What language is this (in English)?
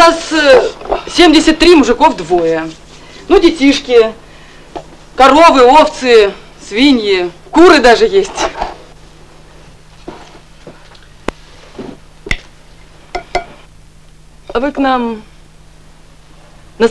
Russian